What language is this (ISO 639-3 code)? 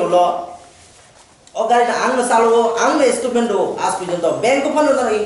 trp